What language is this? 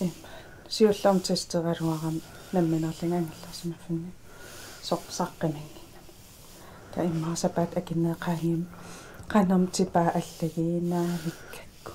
Kalaallisut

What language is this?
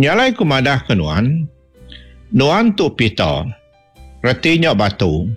Iban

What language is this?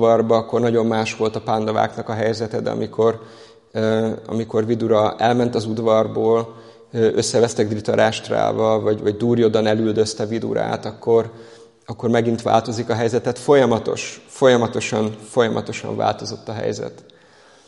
Hungarian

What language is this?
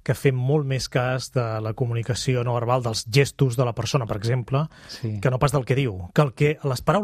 Catalan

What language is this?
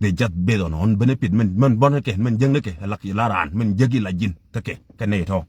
Nuer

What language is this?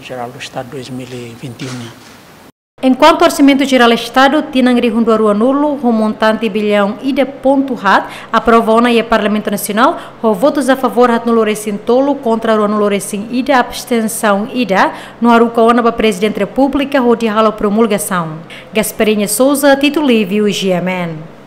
Tetum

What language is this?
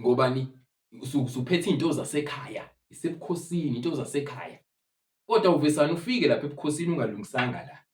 Zulu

